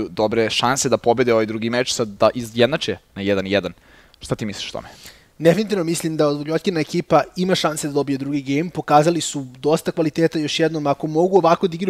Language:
Serbian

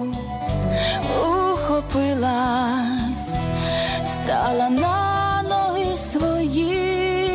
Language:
Ukrainian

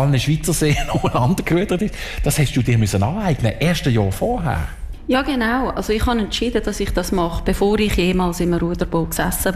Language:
German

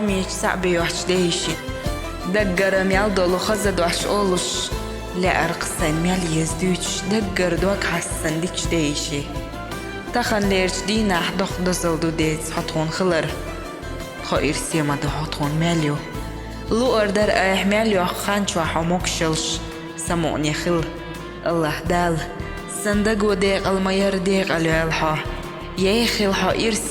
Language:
Chechen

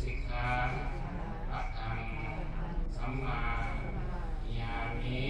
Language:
Pali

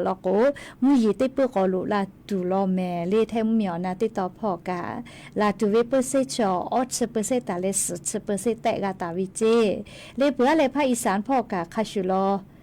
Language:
Lahu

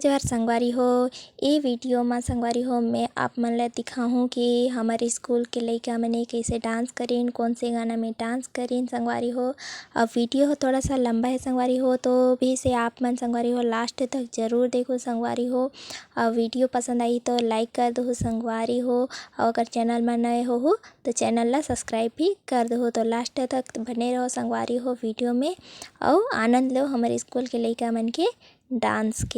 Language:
Chhattisgarhi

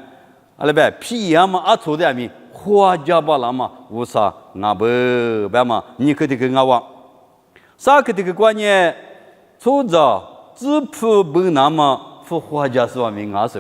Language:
Lisu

